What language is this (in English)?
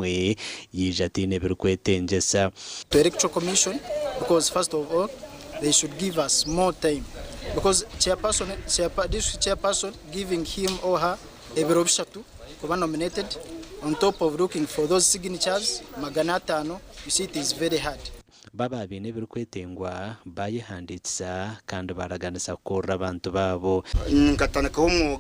Nyankole